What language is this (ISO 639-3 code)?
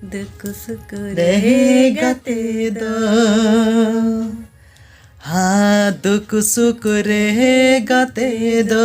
sat